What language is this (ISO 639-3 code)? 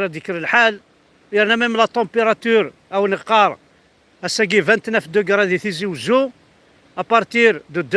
kab